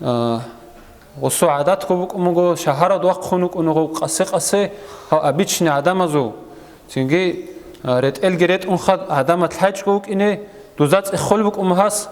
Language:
Avaric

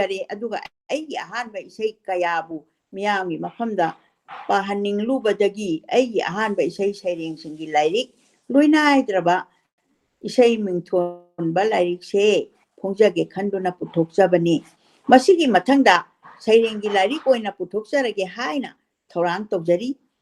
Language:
Manipuri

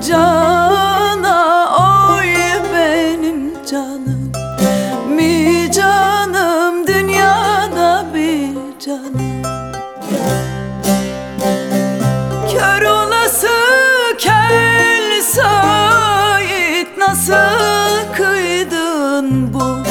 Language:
Turkish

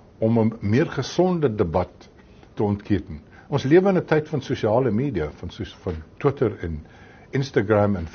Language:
Afrikaans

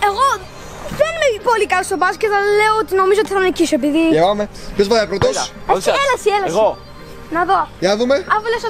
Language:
Greek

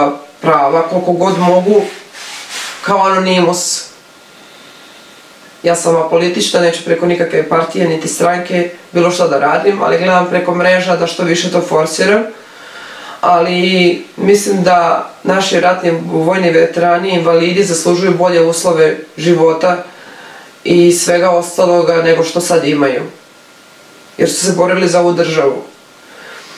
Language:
Serbian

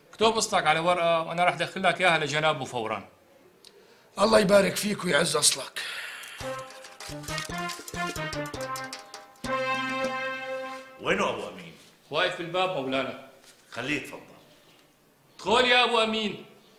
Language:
North Levantine Arabic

